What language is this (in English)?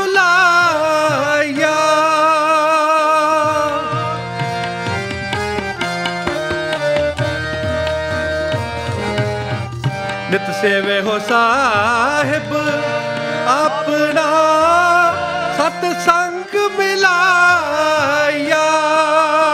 Punjabi